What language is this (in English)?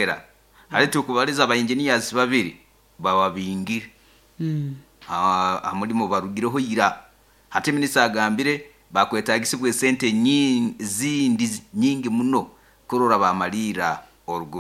Nyoro